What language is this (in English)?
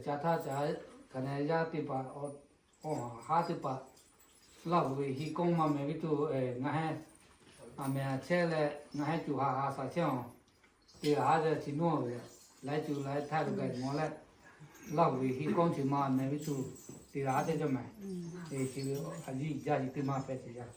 Lahu